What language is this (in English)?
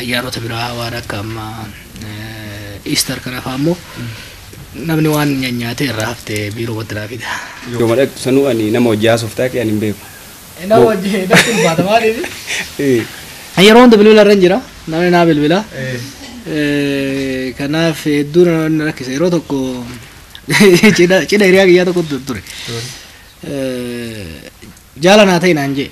Oromo